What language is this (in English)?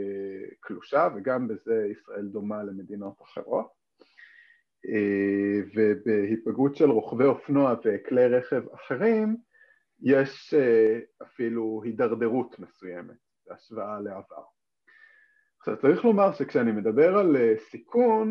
Hebrew